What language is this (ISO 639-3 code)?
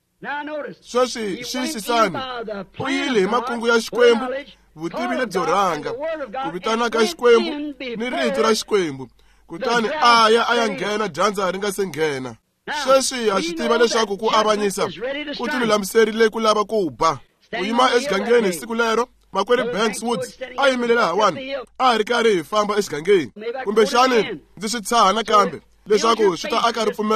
tso